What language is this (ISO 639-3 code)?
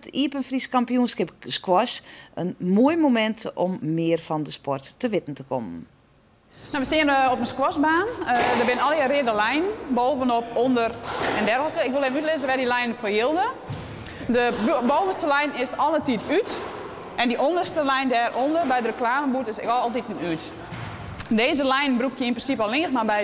fry